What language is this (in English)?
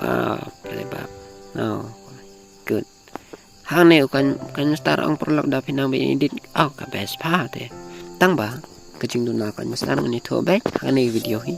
Khasi